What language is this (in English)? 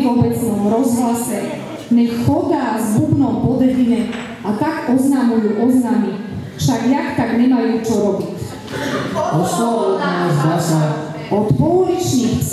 Slovak